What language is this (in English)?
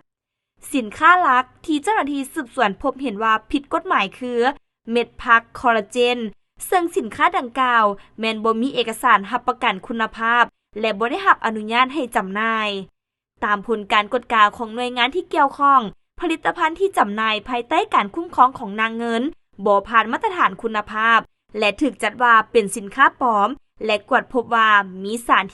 Lao